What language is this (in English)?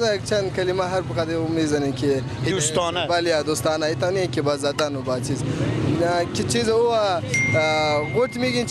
Persian